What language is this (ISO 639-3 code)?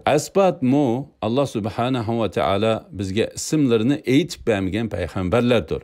uig